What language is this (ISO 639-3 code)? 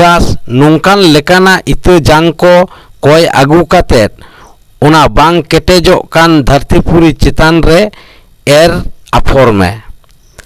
sat